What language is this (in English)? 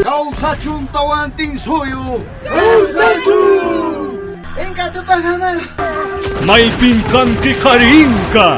Quechua